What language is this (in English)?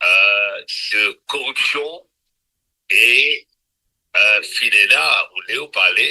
Morisyen